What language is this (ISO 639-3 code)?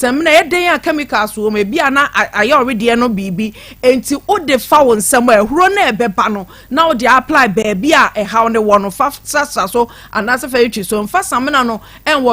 aka